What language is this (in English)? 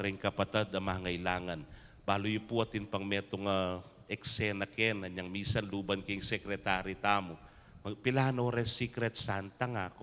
Pampanga